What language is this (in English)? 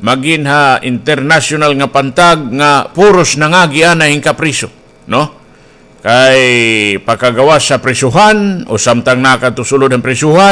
Waray